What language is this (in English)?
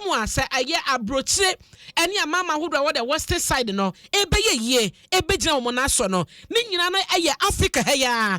Akan